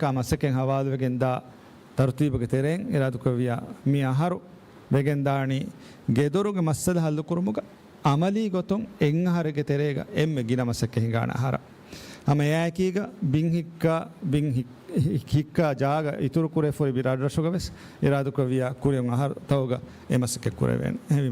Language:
Divehi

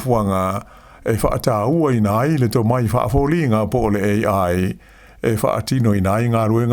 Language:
Samoan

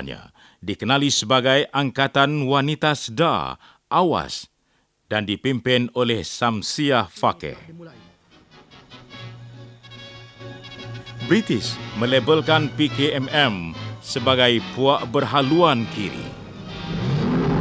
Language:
Malay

